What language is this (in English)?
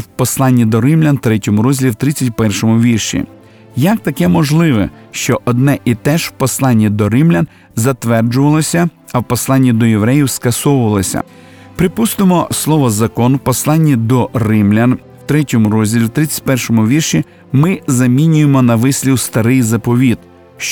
Ukrainian